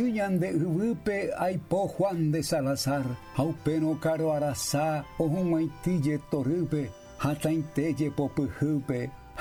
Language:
Guarani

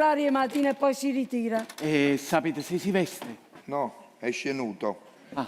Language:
Neapolitan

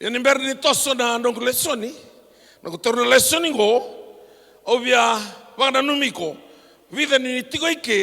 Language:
Fijian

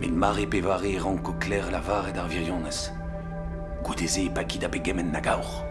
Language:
Breton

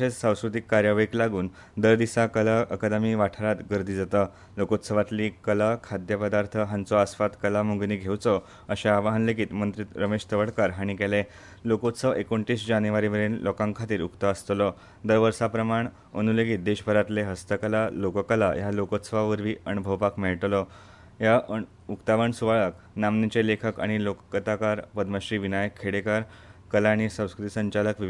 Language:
Konkani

